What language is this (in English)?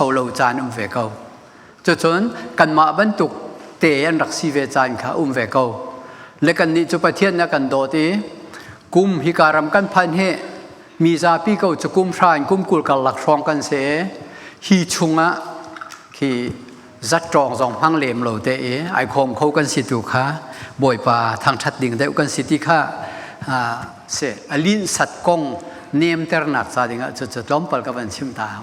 Hakha Chin